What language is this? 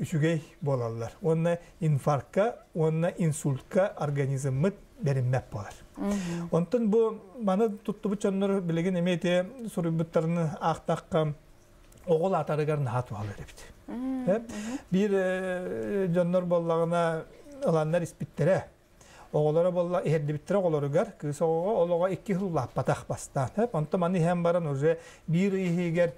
Yakut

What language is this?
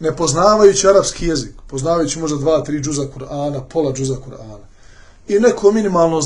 Bosnian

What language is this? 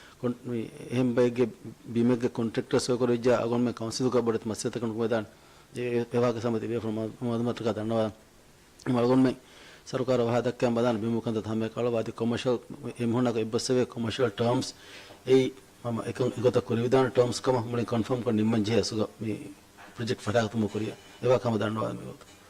Divehi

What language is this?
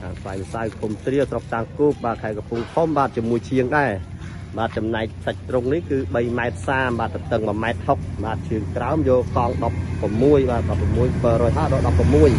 Khmer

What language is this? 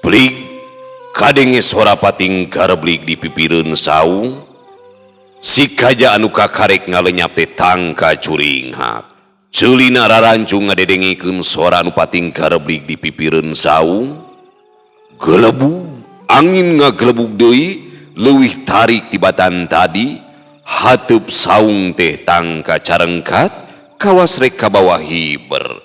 Sundanese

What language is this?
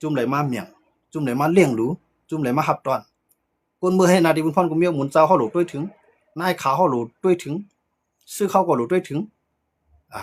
Shan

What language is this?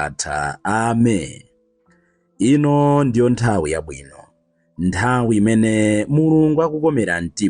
Nyanja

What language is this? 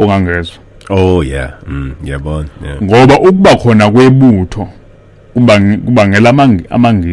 Zulu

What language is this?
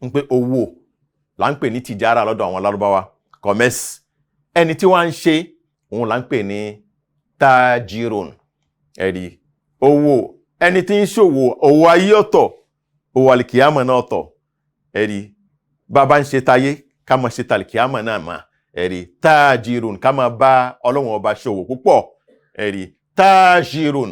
Yoruba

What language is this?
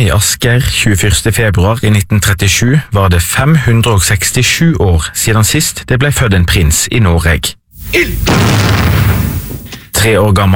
Norwegian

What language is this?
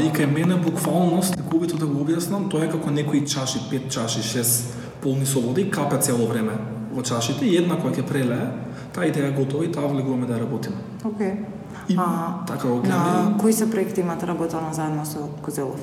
Macedonian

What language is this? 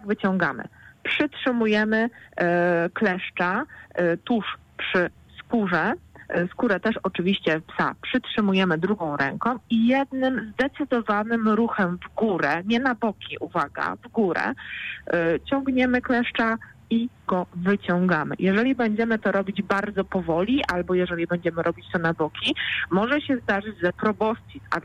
Polish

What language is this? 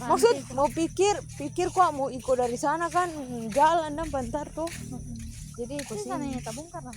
Manado Malay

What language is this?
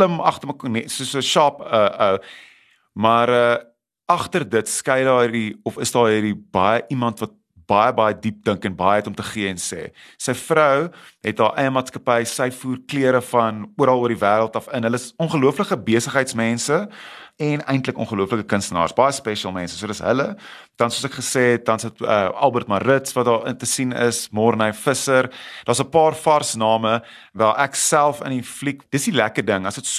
Afrikaans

